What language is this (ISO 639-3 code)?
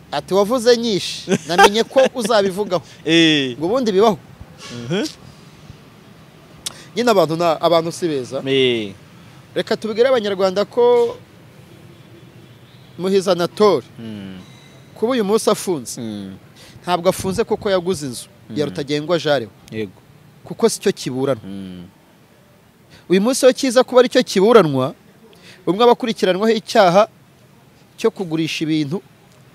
kin